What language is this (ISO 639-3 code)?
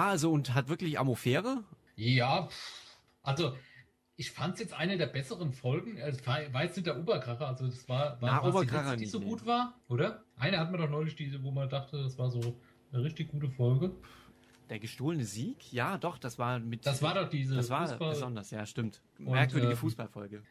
deu